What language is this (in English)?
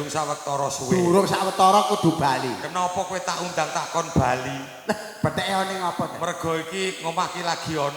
Javanese